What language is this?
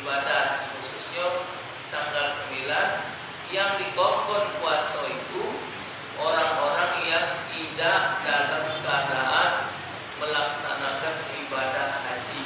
Musi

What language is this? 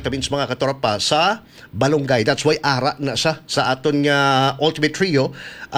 Hiligaynon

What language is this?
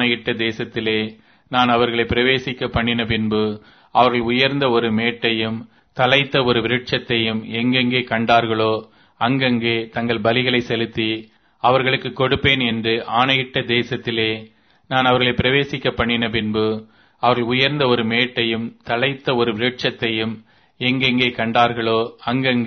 Tamil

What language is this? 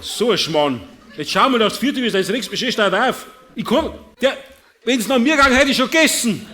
Bavarian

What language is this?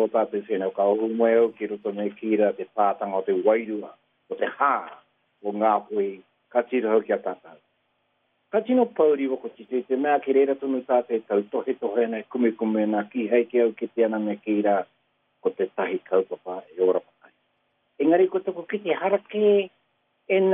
Māori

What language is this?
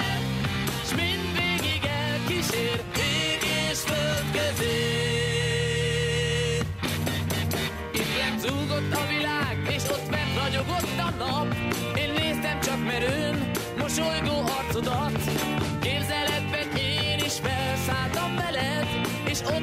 Hungarian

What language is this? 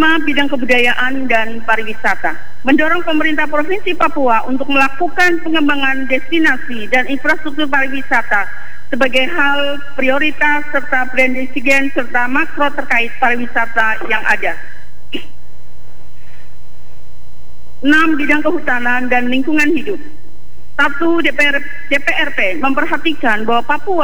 Indonesian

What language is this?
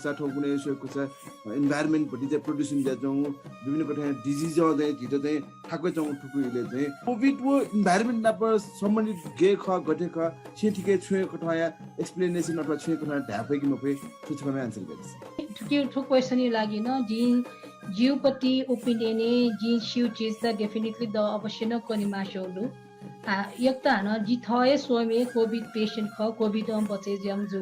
Newari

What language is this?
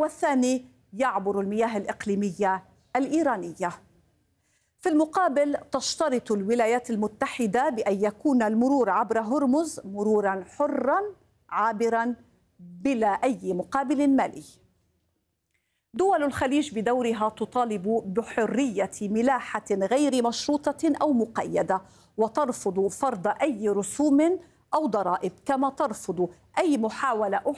Arabic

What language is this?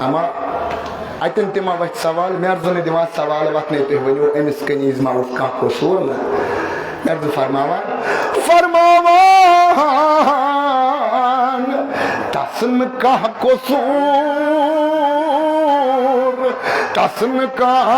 Kashmiri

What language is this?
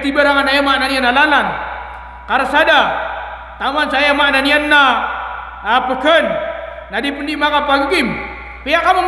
Maranao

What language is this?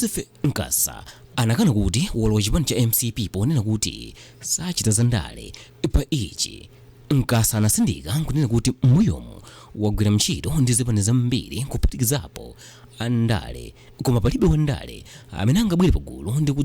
Nyanja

